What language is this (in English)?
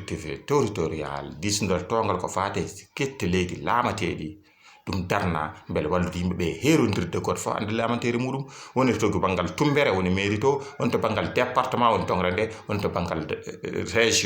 Fula